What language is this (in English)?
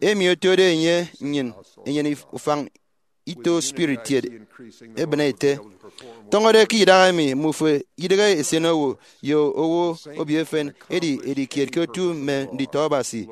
Efik